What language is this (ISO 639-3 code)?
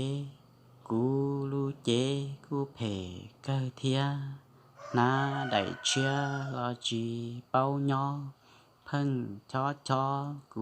hmn